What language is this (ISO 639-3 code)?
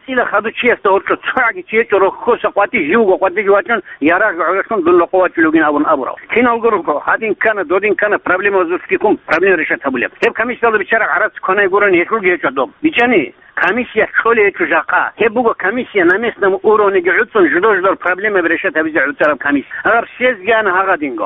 ava